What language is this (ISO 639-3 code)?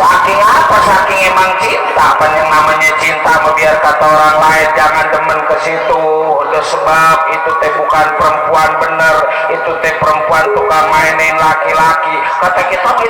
bew